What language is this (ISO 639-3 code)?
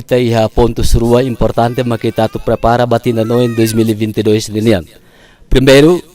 tet